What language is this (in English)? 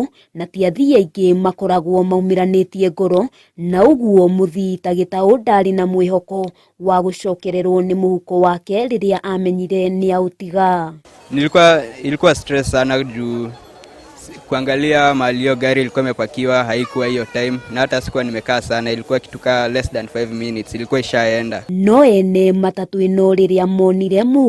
Kikuyu